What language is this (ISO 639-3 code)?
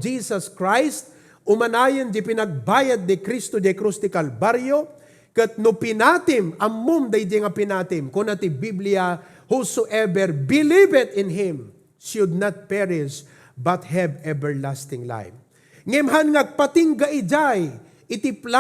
ilo